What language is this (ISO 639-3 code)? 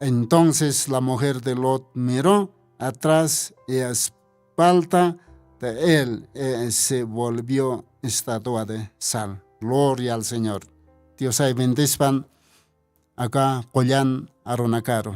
aym